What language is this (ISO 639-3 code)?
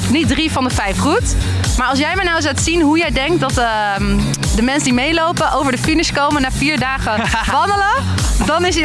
nld